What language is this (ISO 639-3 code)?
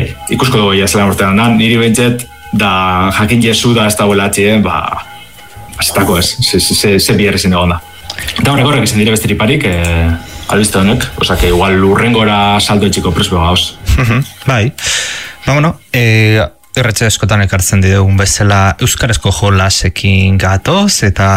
eus